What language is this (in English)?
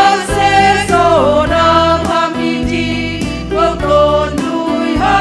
Batak Simalungun